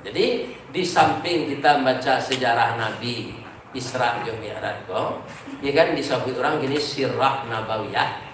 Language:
Minangkabau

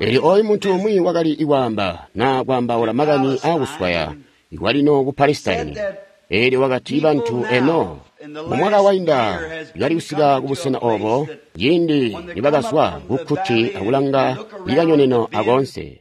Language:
Tonga (Zambia)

